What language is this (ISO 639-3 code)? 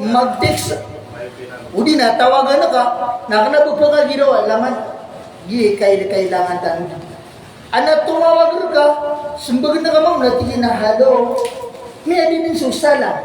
mrw